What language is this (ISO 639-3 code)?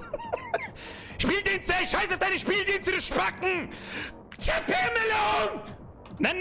bar